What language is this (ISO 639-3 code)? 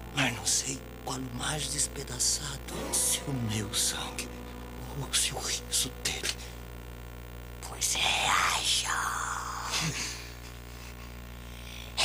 por